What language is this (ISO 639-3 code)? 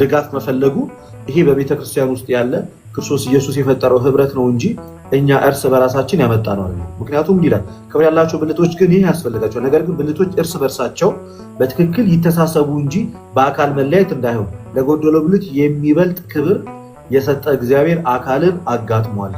amh